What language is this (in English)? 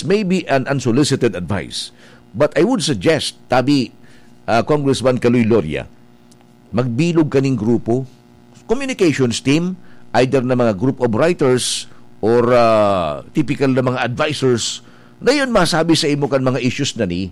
Bikol